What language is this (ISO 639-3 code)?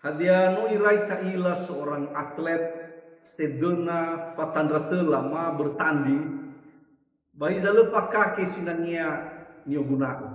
nia